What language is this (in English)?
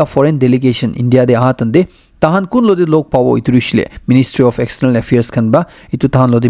Naga Pidgin